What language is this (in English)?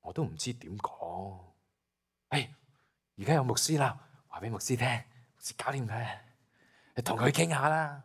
Cantonese